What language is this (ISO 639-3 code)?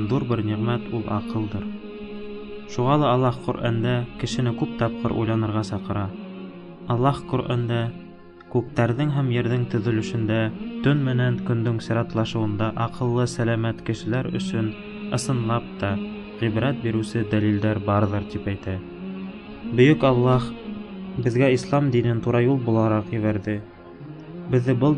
bak